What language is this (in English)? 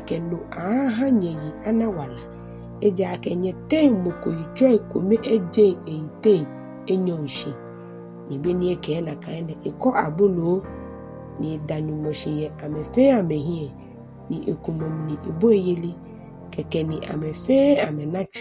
Ga